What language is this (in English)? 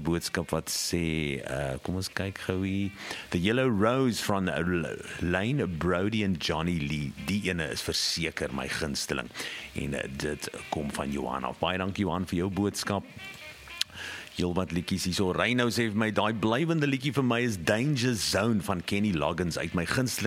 Afrikaans